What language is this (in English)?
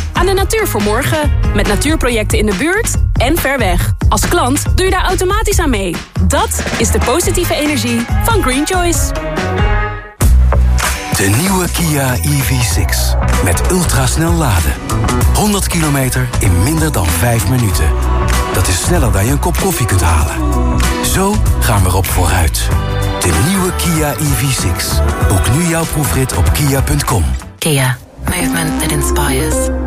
Dutch